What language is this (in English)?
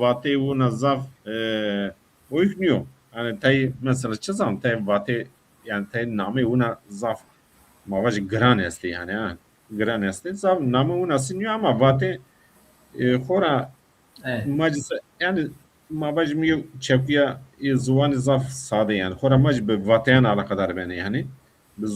Zaza